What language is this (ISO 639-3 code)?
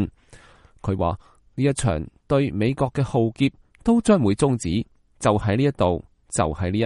yue